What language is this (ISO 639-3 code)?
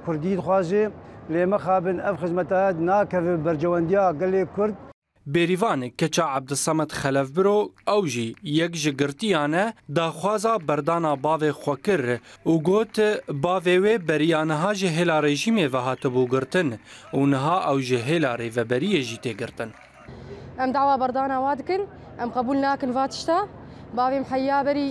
kur